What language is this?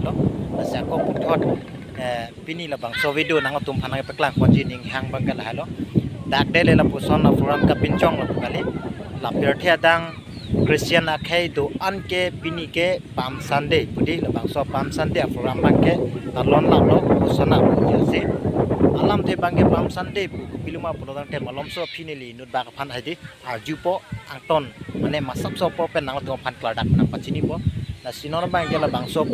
Karbi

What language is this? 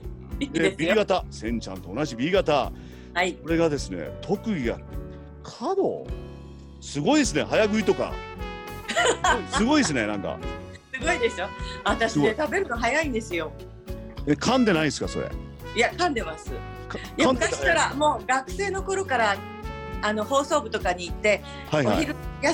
Japanese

